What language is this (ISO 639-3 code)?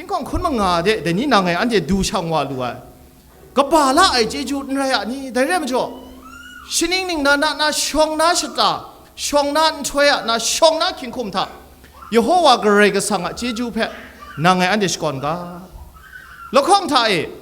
kac